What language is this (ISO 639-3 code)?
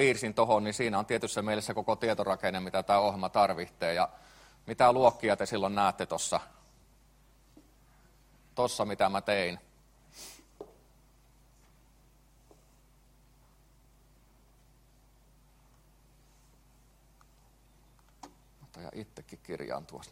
fin